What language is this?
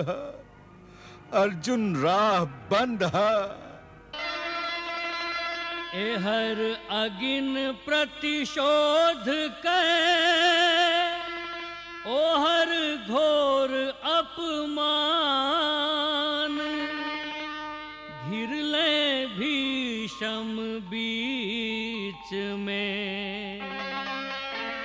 Bhojpuri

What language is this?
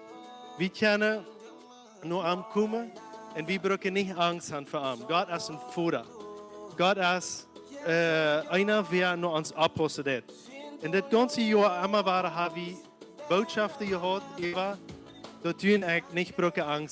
Plautdietsch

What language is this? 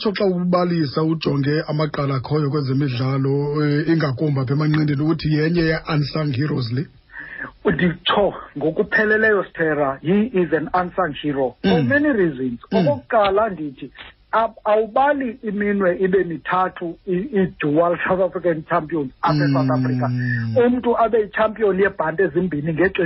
Xhosa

